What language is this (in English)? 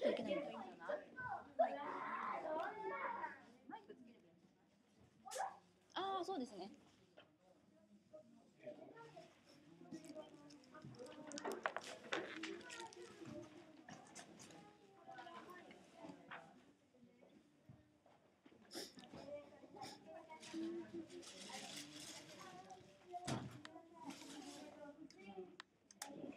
Japanese